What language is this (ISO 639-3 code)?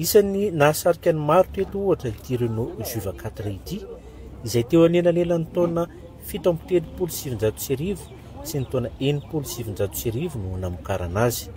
mlg